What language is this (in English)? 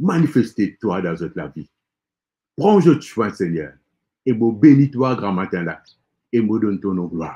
Morisyen